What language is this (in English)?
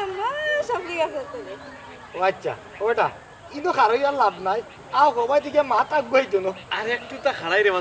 Sylheti